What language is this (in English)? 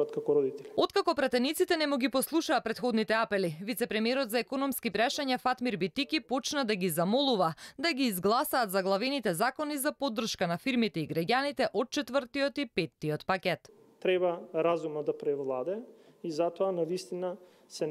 Macedonian